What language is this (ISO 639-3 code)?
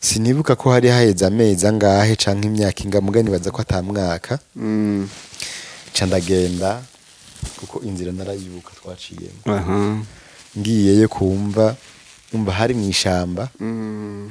run